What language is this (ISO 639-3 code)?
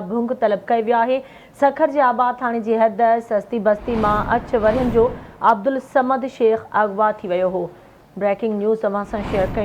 snd